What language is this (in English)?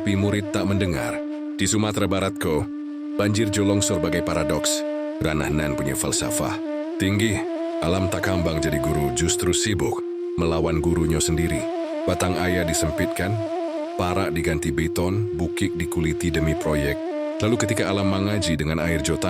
Minangkabau